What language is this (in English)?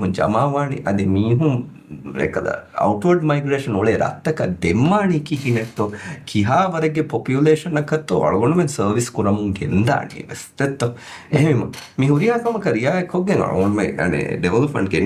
Divehi